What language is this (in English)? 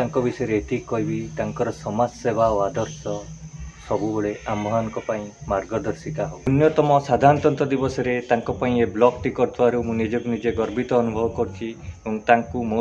Odia